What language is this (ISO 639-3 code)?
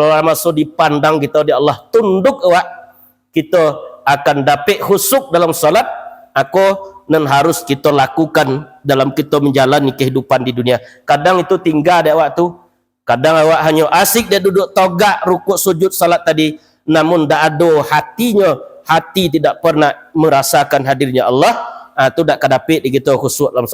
min